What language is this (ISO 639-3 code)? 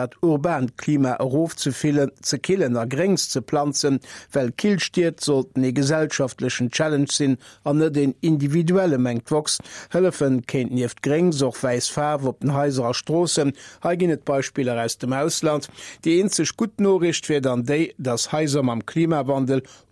ltz